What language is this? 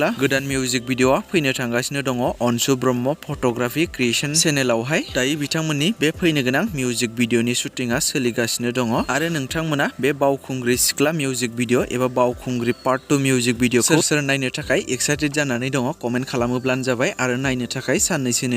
Bodo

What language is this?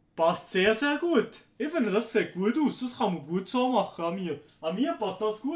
Swiss German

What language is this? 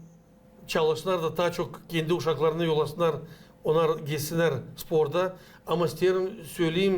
Gagauz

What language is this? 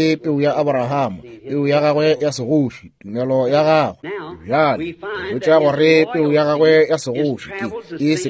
Northern Sotho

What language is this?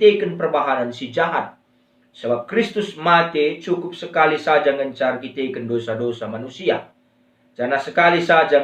Batak Karo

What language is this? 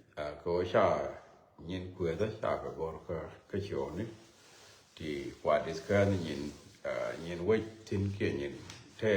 Nuer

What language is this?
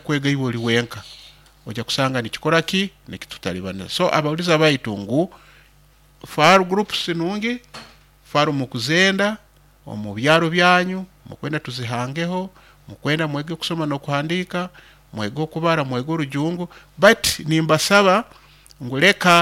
Nyoro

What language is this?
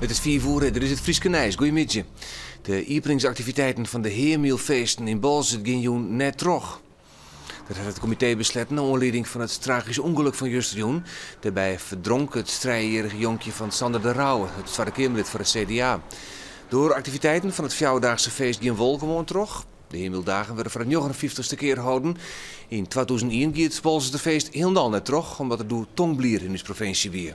Western Frisian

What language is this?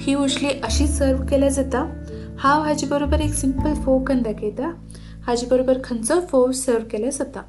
Konkani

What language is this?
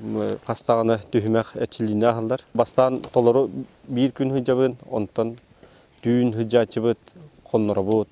Yakut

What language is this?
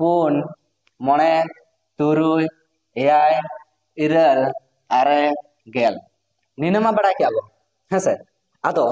Santali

